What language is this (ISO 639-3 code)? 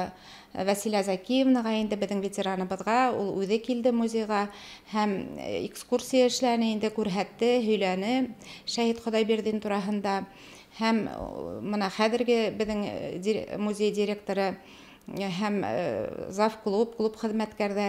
bak